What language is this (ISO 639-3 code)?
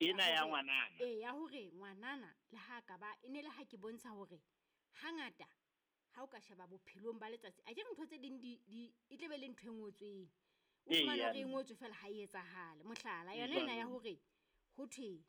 sot